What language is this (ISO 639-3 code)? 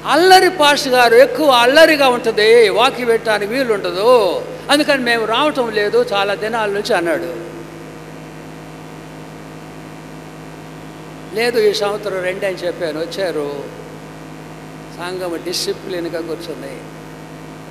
tel